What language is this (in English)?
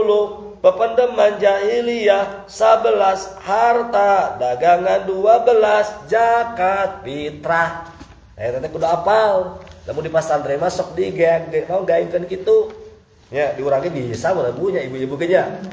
Sundanese